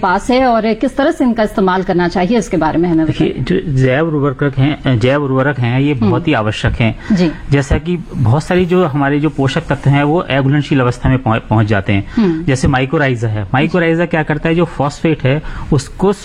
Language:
Hindi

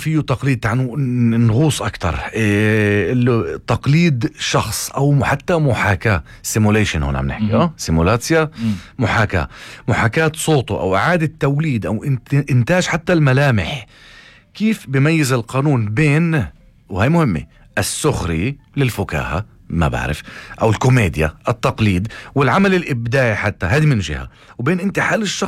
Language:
North Levantine Arabic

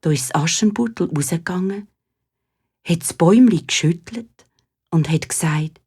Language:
Swiss German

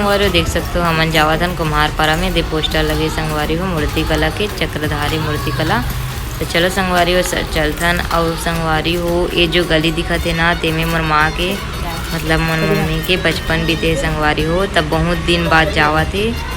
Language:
Chhattisgarhi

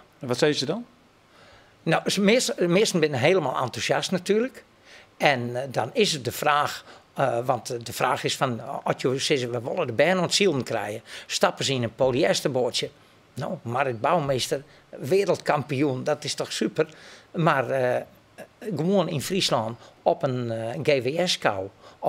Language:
Western Frisian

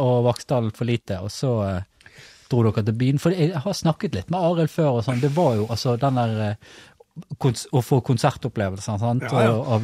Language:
Norwegian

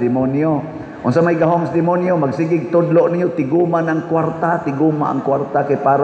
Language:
Cebuano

